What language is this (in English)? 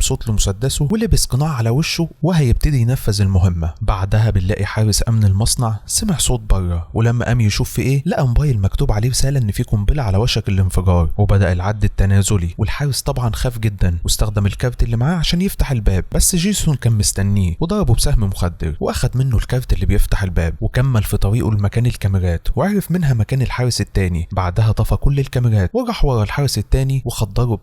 Egyptian Arabic